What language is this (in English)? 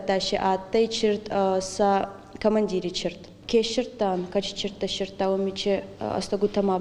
Ossetic